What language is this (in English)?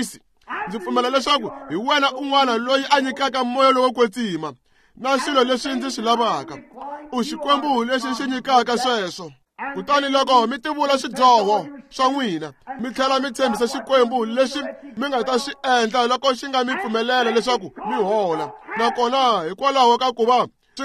Tsonga